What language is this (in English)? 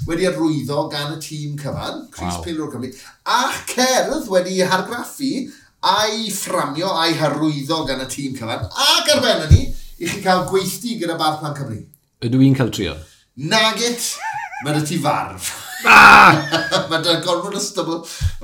Welsh